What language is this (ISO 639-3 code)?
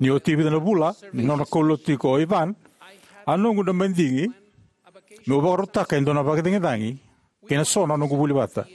fij